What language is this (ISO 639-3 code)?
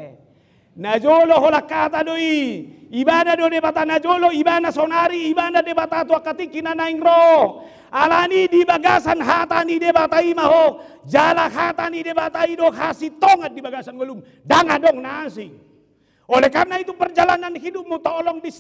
bbc